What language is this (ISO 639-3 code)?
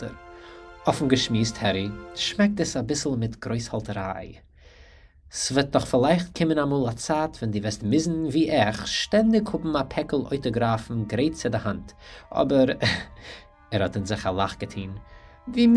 yid